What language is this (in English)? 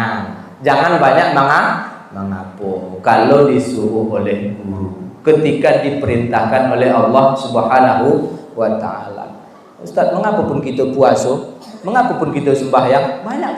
Minangkabau